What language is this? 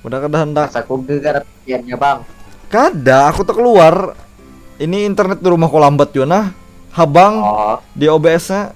Banjar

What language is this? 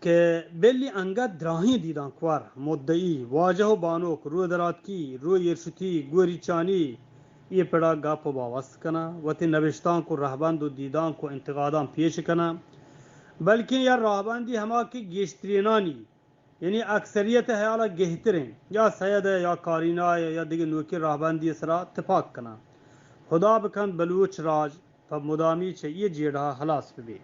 Eastern Balochi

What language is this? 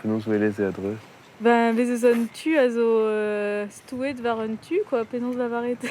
Breton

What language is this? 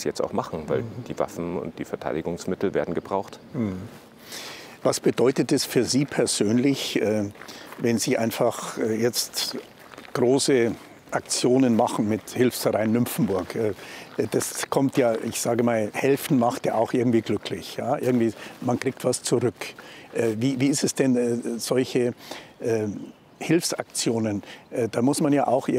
German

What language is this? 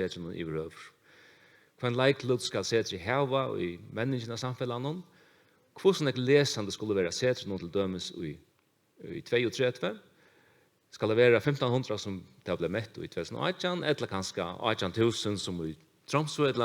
Faroese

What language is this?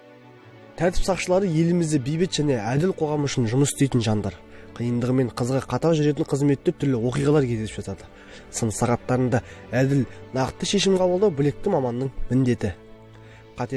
Kazakh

